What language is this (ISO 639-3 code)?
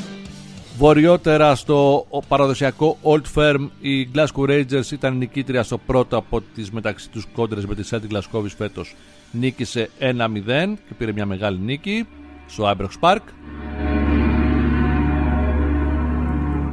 ell